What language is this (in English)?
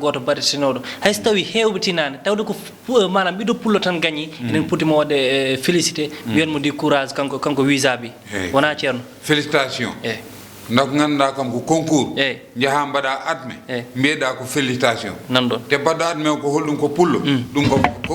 Fula